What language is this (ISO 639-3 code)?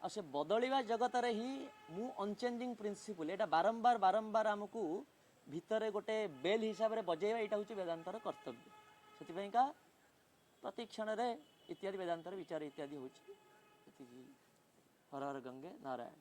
ori